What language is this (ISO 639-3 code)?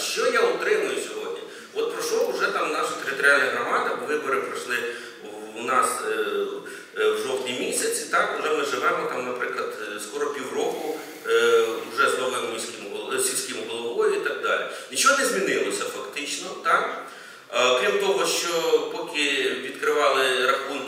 ukr